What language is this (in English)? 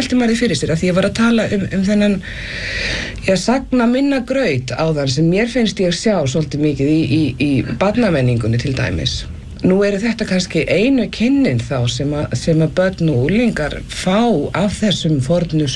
Icelandic